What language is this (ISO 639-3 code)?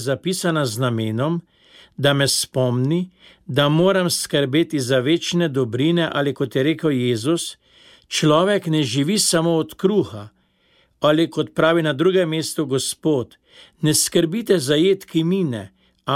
slv